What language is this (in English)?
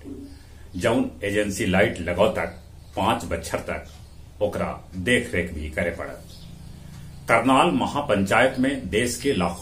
Magahi